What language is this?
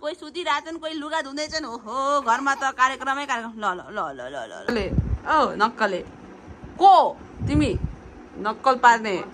Nepali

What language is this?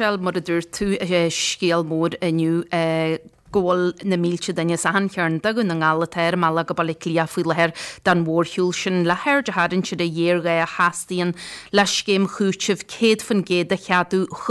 Irish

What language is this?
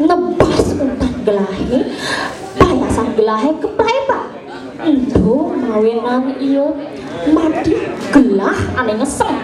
Balinese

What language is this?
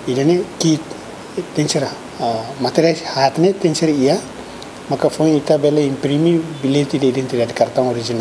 Tetum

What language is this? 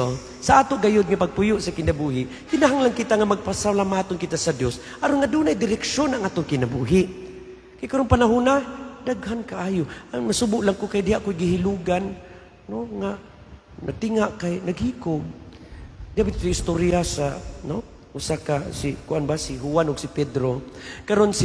Cebuano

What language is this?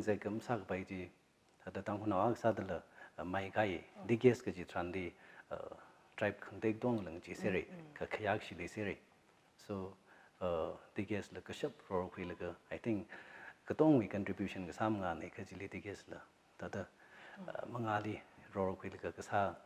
Tangkhul Naga (India)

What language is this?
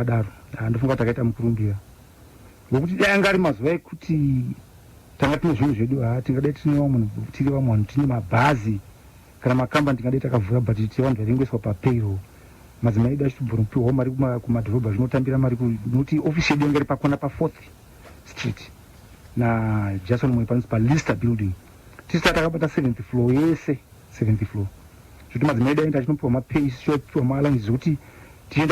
Shona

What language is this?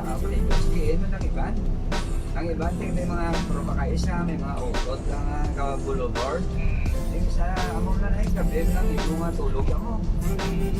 Hiligaynon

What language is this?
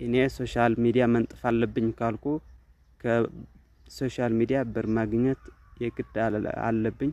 Amharic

